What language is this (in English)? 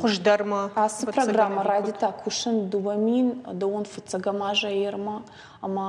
Ossetic